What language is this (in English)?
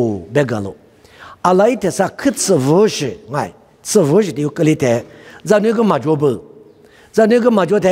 Lisu